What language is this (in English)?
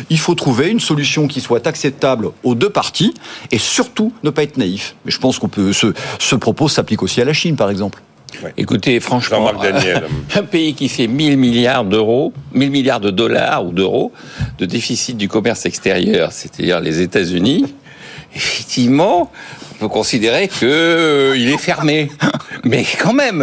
French